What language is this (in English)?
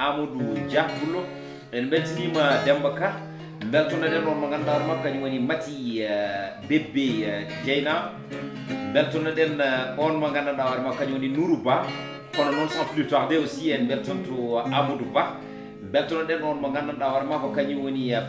Fula